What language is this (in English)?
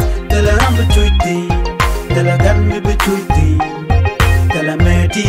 Nuer